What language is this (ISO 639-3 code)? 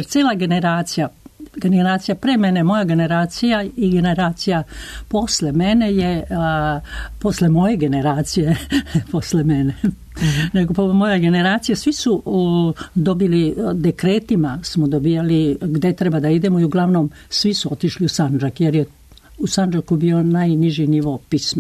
srp